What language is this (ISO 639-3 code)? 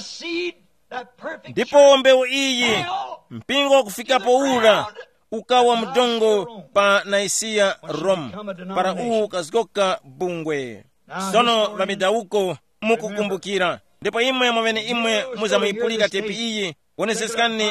tum